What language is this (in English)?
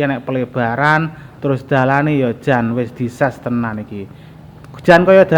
Javanese